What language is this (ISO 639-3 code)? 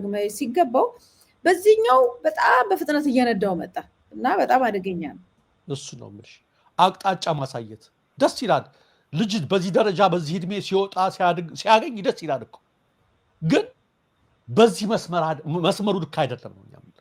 amh